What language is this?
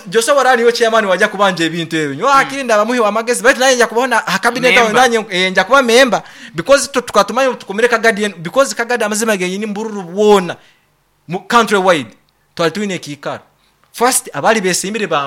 Nyoro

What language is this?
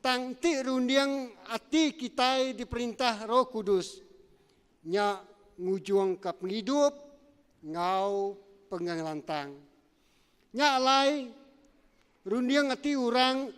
Iban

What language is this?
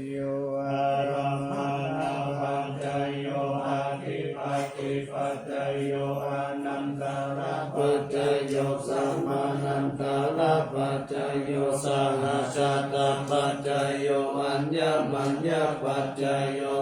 Pali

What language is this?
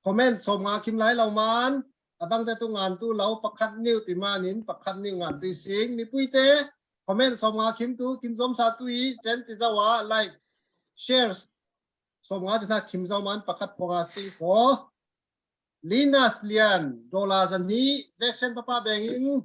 Falam Chin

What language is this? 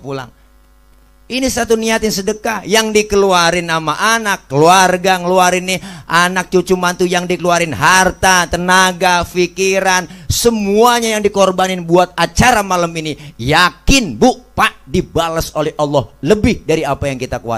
Betawi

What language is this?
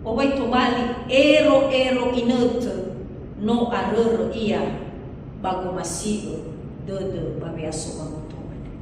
Nias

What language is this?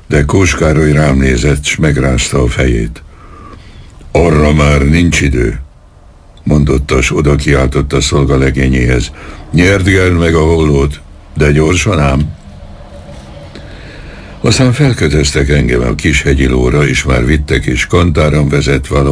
Hungarian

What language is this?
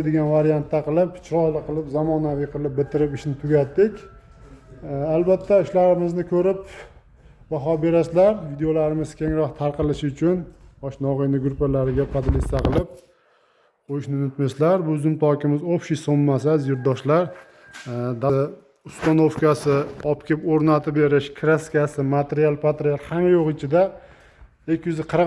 Uzbek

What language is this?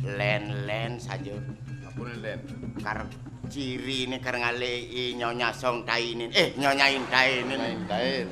Balinese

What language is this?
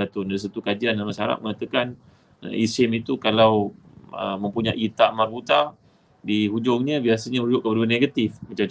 Malay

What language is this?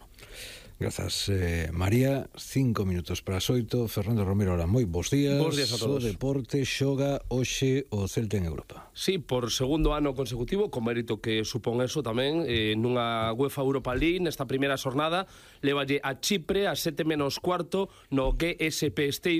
Galician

